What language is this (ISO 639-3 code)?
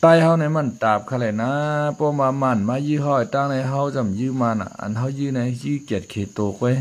shn